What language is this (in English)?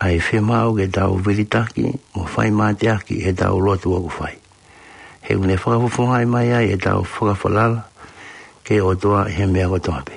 Tongan